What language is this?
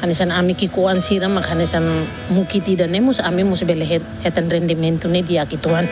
Tetum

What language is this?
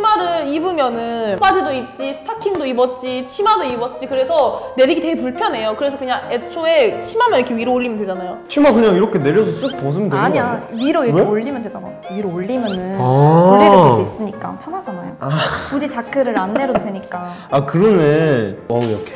Korean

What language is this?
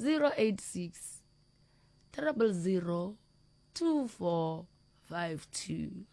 Northern Sotho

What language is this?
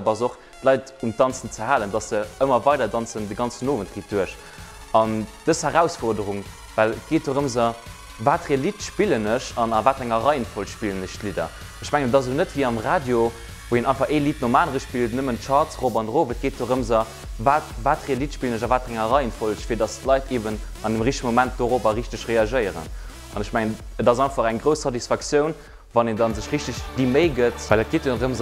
Luxembourgish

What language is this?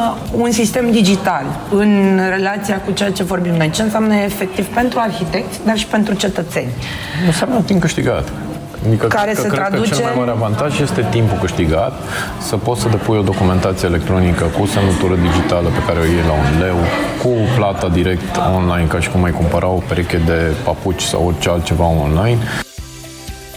Romanian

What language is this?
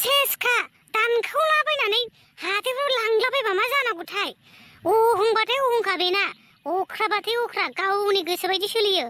Bodo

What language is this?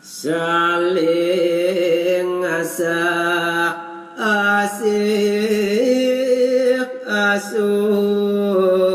Balinese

